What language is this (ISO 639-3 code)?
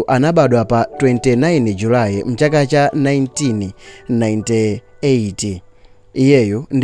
nya